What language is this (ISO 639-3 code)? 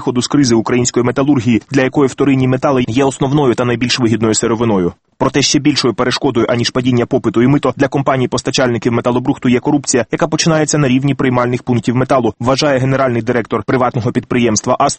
ukr